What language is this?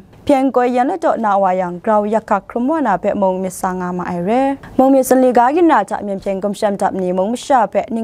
Kachin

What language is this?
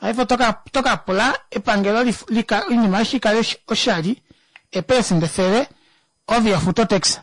Kuanyama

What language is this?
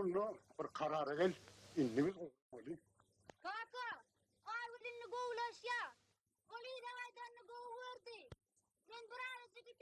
Turkmen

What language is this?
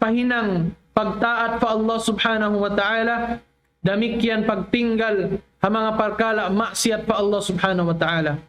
Tausug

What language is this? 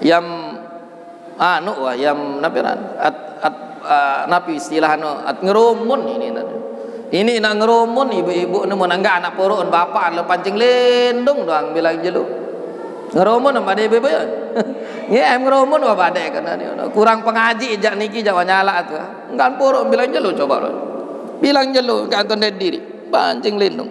Sasak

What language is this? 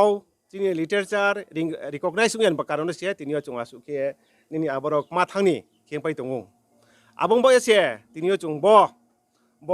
Riang (India)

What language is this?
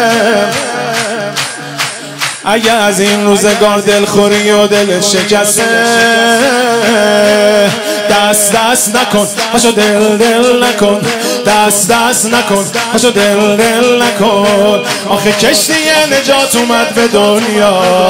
Persian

